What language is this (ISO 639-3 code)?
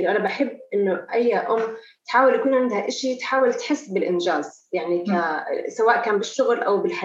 apc